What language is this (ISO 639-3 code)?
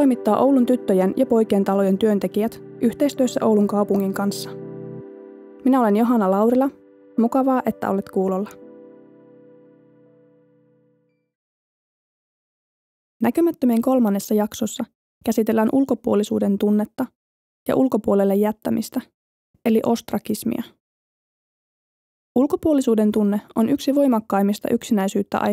fin